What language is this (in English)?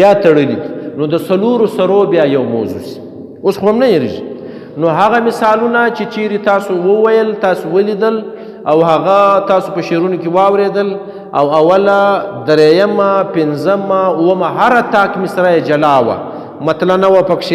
Pashto